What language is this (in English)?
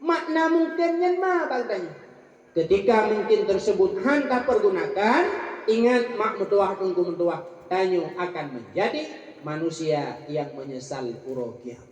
Achinese